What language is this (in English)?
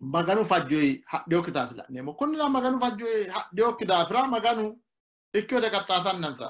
Sidamo